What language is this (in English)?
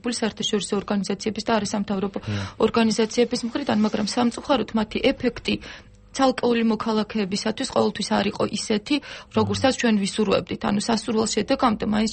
Georgian